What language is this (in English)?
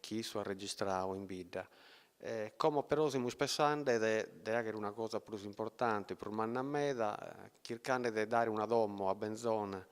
Sardinian